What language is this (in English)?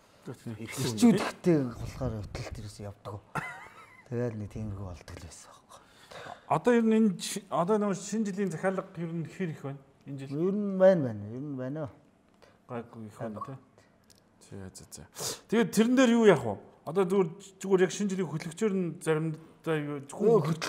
Mongolian